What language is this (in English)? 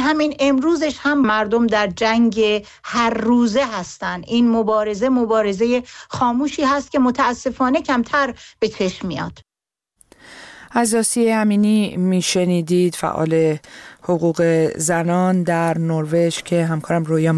Persian